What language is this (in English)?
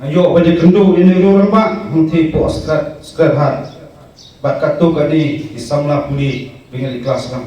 Khasi